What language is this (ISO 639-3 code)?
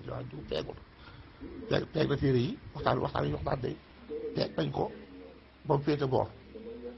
wol